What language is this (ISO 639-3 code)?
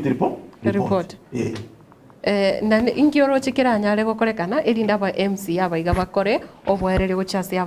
guz